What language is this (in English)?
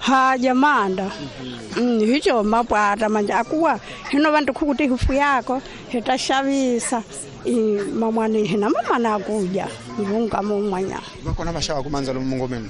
Tsonga